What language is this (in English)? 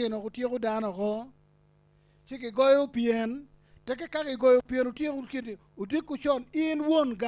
Acoli